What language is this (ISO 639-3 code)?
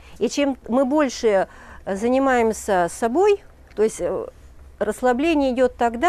rus